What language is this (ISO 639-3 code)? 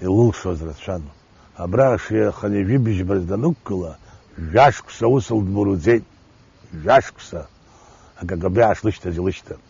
abk